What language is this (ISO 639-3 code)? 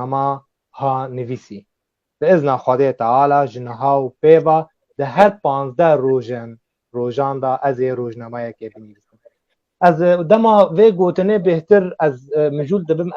kur